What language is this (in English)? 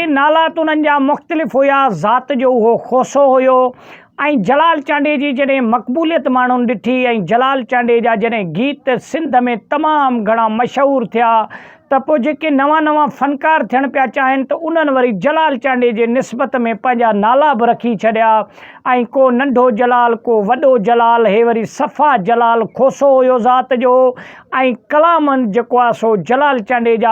Sindhi